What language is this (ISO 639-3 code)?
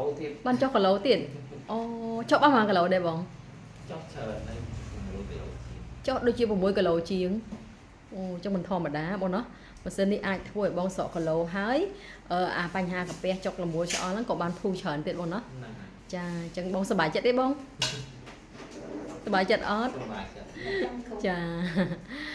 khm